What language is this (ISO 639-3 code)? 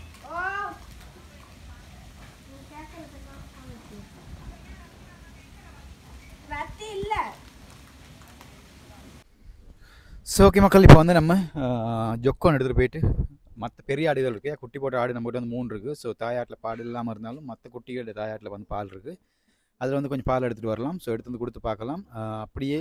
tam